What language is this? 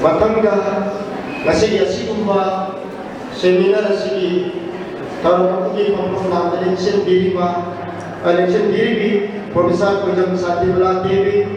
Manipuri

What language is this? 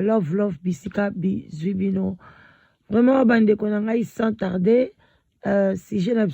Lingala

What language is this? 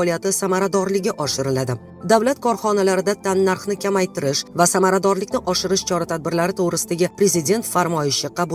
Uzbek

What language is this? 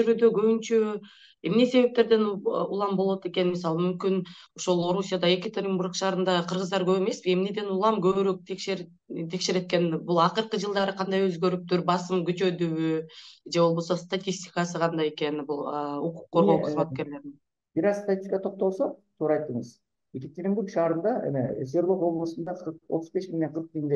Kyrgyz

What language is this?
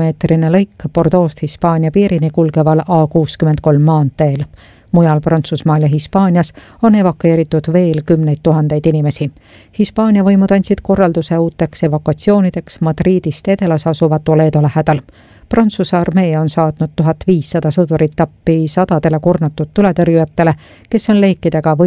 Estonian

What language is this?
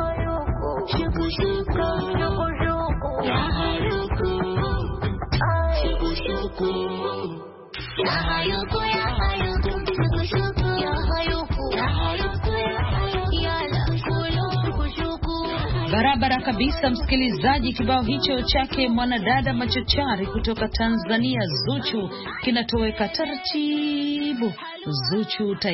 Swahili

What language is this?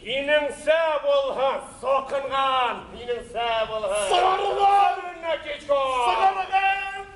Bashkir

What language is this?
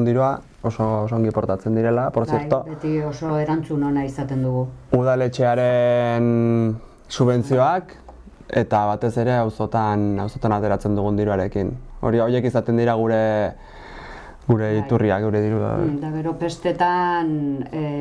Basque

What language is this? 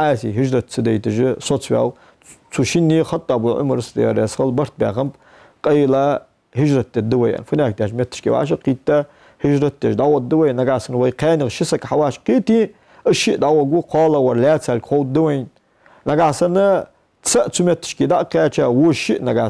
Ingush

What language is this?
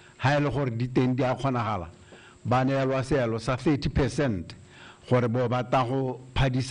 Tswana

